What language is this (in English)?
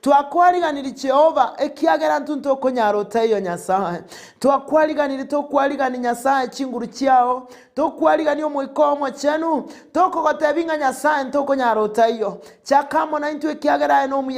Gusii